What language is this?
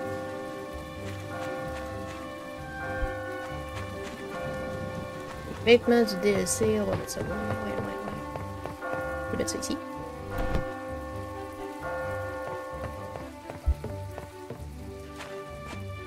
French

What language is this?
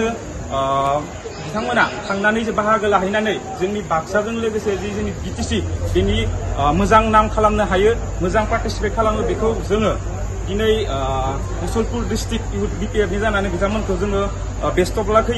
Bodo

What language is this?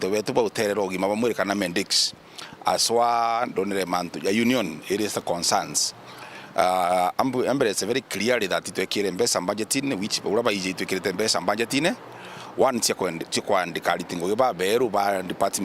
Meru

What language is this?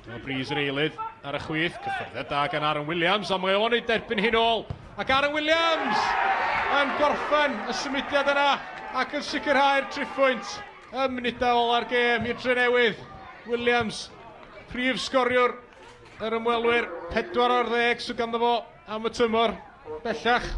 Welsh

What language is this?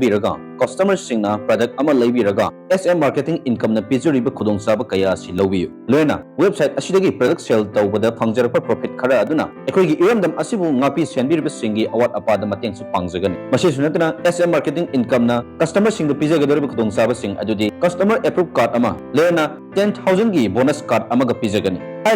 Manipuri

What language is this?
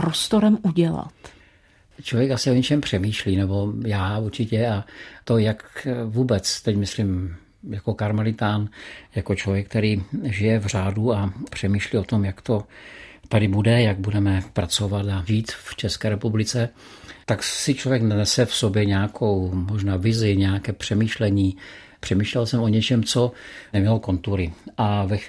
Czech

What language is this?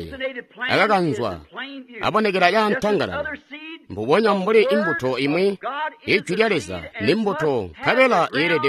Tonga (Zambia)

